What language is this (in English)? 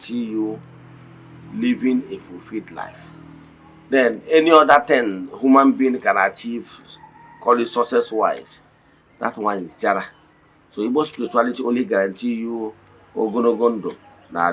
Igbo